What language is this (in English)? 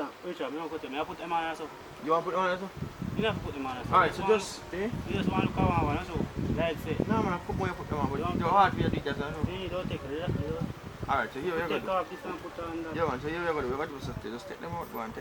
Jamaican Creole English